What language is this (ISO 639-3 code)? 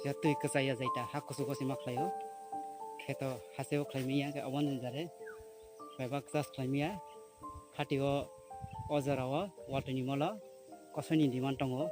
trp